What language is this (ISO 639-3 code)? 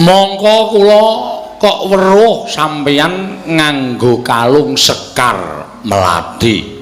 jav